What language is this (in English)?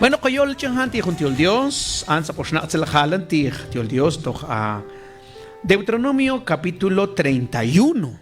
Mam